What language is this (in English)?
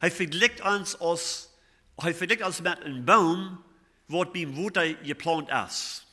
Plautdietsch